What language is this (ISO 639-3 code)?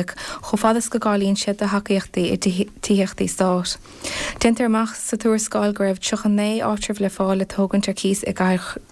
gle